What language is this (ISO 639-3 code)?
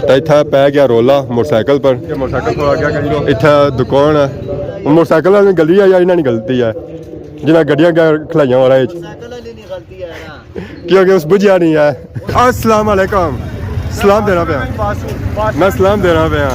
phr